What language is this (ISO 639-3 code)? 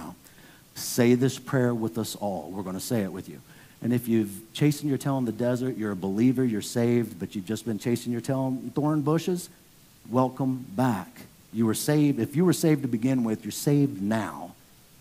eng